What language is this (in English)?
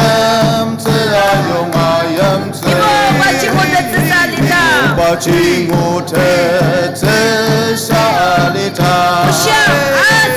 Ao Naga